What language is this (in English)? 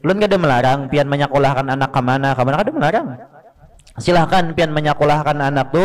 Banjar